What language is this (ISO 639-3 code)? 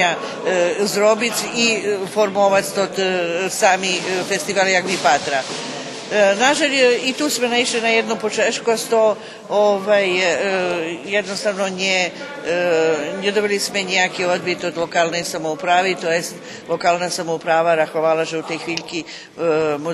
rue